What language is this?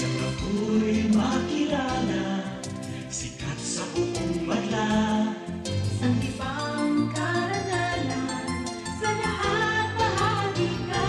Bikol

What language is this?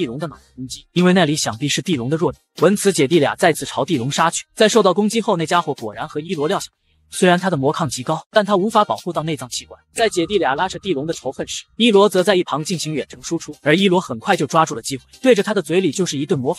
Chinese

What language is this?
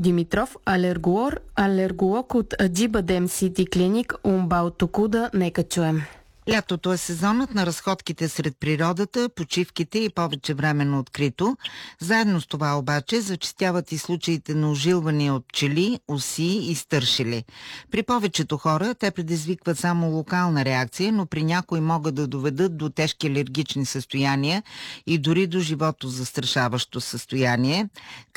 Bulgarian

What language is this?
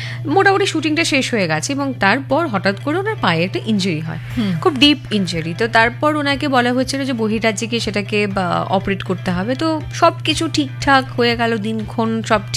Bangla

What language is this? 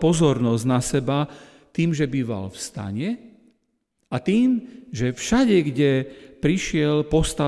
Slovak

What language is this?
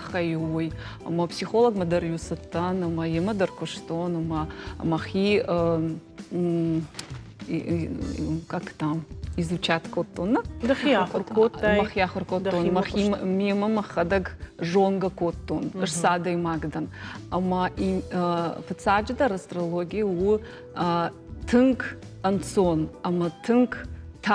Ossetic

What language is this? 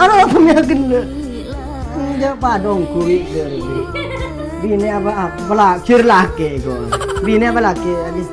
Madurese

